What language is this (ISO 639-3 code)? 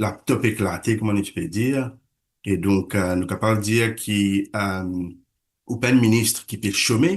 mfe